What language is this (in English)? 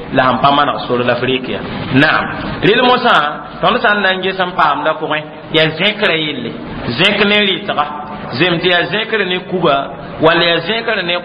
Mossi